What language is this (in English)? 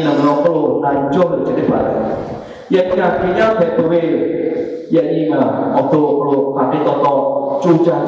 Lahu